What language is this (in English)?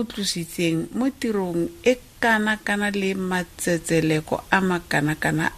Tswana